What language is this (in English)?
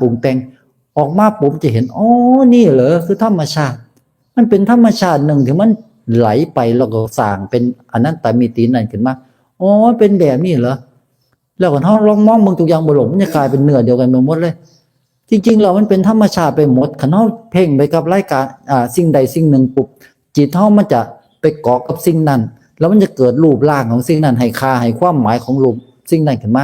Northeastern Thai